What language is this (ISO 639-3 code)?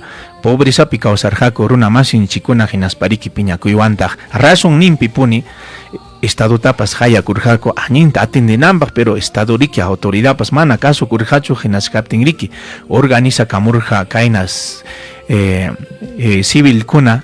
quy